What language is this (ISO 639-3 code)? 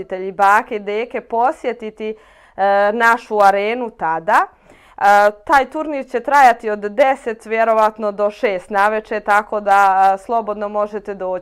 hrv